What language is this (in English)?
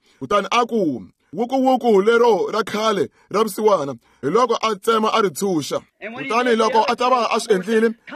Tsonga